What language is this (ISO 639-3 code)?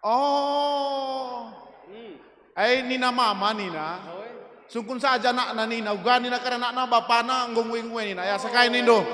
btx